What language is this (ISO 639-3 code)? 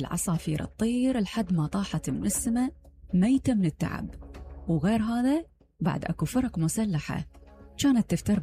acm